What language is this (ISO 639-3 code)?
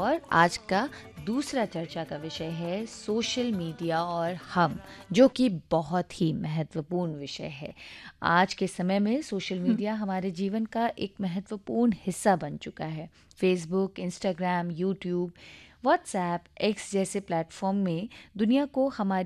hin